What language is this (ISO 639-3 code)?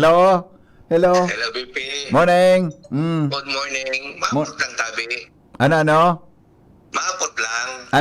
bik